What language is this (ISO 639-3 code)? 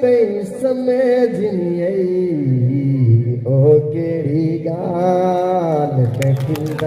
skr